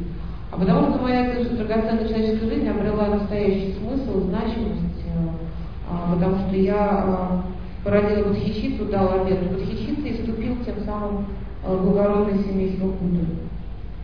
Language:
Russian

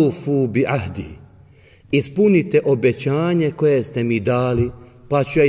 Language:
Bosnian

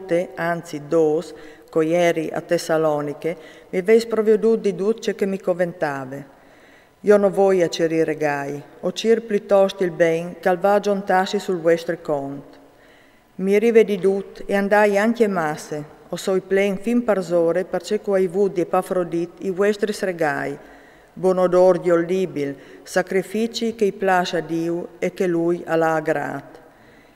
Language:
Friulian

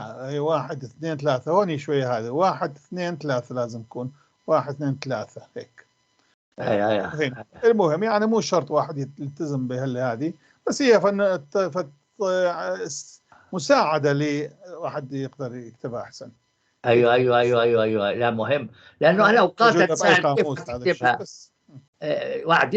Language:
North Levantine Arabic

